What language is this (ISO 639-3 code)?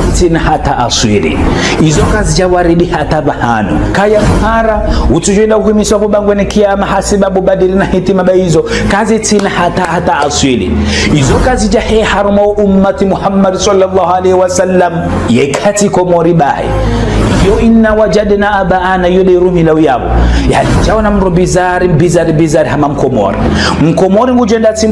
zdj